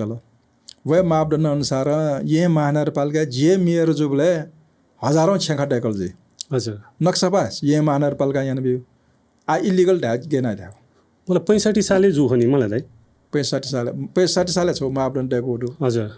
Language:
Newari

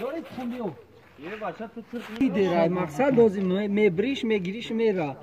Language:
Tajik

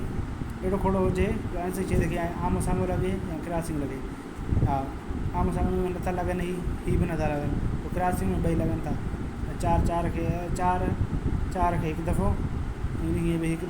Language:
Sindhi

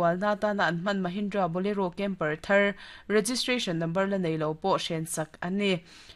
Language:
Mizo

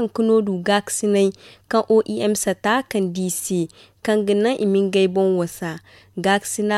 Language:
Zarma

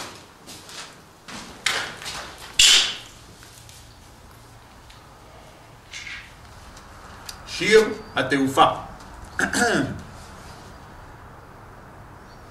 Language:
Hebrew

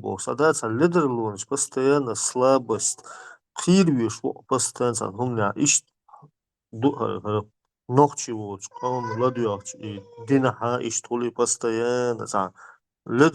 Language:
Chechen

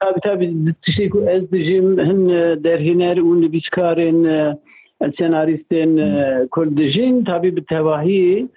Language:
Kurdish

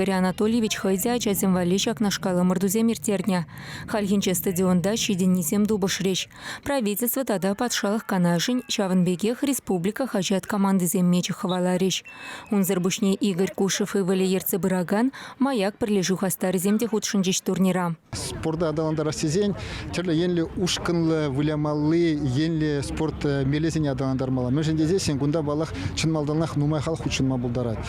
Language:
Chuvash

